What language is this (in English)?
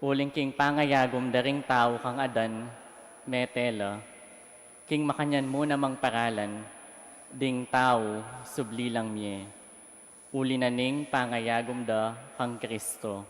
Pampanga